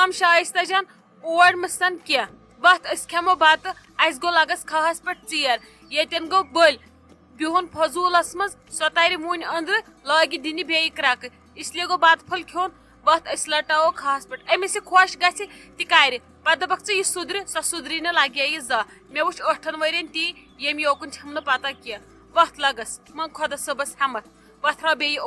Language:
Kashmiri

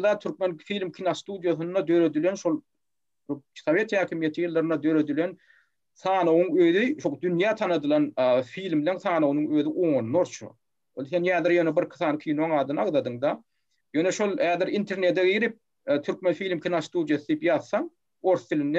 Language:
Turkmen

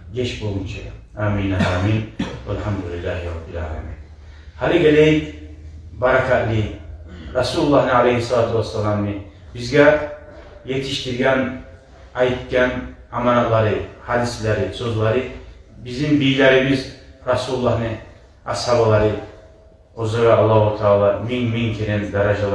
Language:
Kumyk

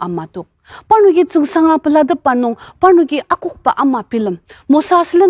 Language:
Ao Naga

